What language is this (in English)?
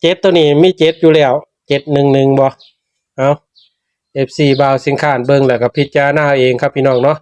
Northeastern Thai